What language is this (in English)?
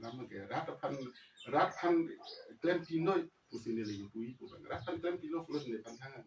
Karbi